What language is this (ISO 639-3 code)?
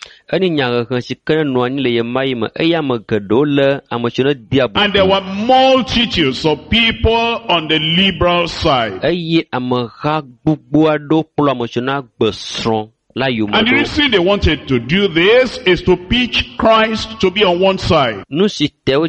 ewe